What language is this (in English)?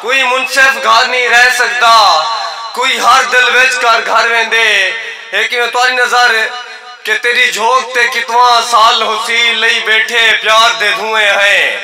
Saraiki